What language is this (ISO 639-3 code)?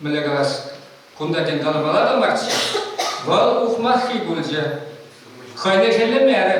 chv